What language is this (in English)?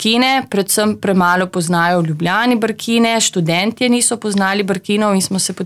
Slovenian